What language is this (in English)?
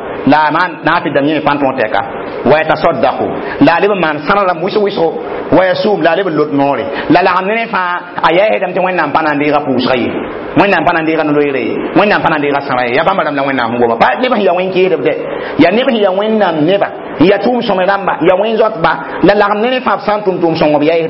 Mossi